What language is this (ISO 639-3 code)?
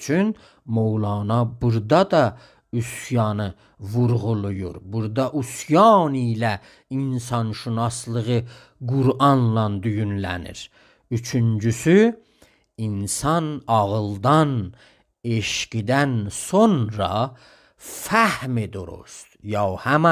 azb